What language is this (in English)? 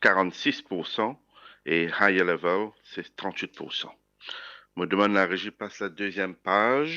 Morisyen